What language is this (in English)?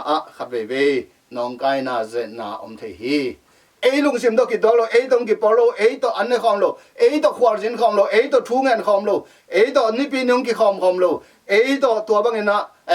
Tedim Chin